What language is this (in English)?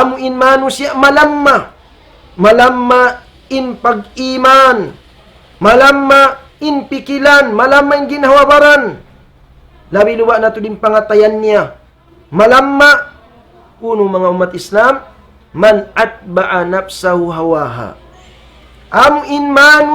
Tausug